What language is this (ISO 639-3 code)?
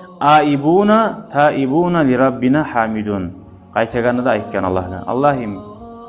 kum